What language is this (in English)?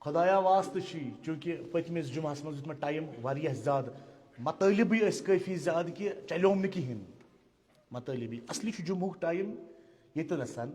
Kashmiri